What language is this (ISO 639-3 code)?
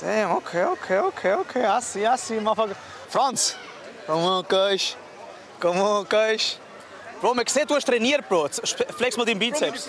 gsw